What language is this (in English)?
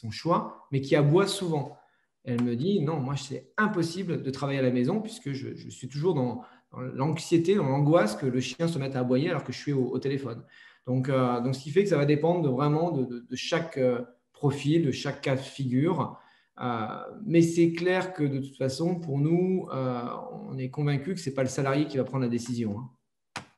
French